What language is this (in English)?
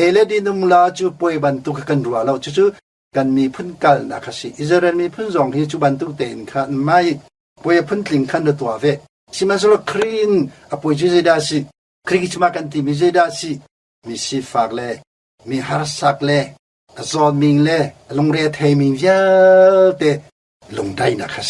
Hakha Chin